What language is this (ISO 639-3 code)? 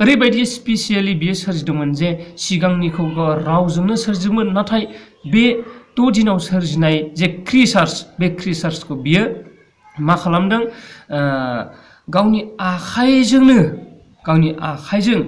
brx